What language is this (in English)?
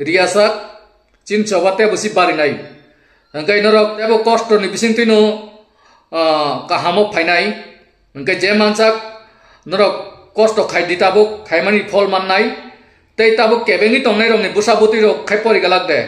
Kok Borok